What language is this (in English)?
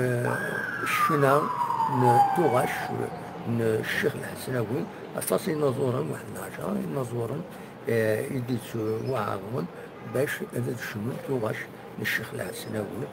Kabyle